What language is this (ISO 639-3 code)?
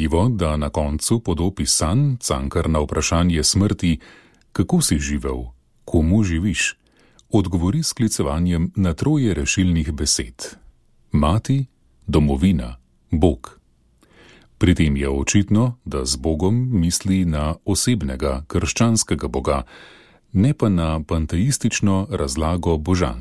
slv